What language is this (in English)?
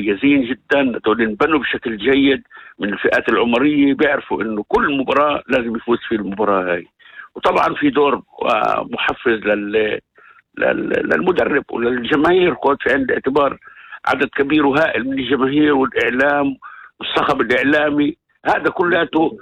North Levantine Arabic